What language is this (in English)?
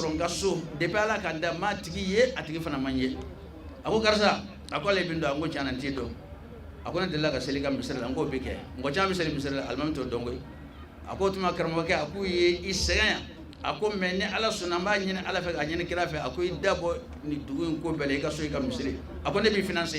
Bambara